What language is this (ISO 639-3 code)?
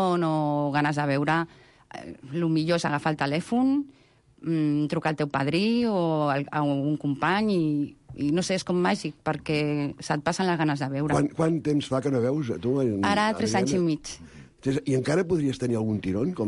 cat